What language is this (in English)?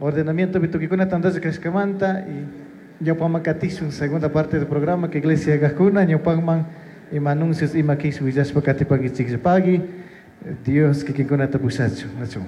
Chimborazo Highland Quichua